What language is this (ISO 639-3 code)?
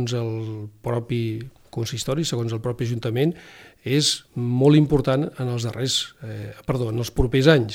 cat